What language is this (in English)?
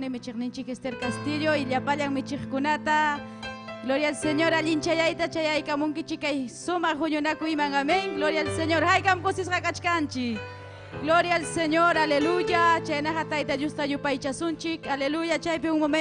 Ayacucho Quechua